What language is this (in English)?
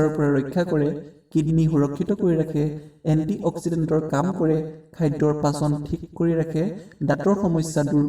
Assamese